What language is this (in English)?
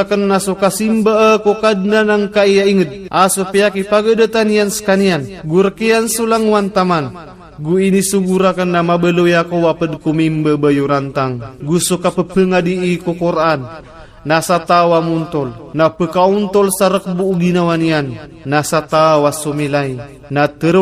Maranao